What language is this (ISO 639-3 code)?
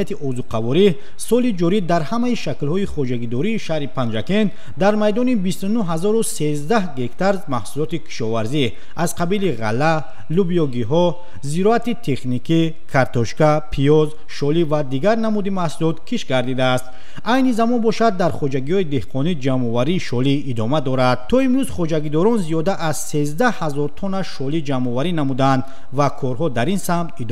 tgk